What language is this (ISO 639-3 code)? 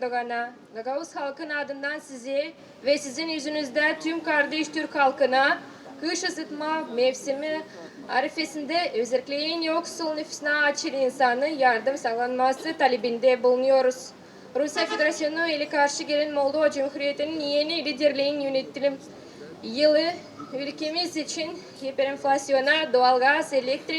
gag